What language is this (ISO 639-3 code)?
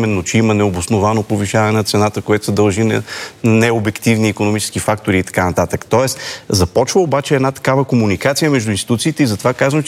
bul